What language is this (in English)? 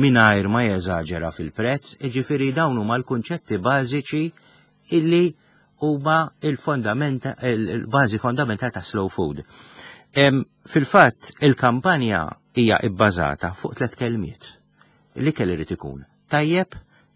Maltese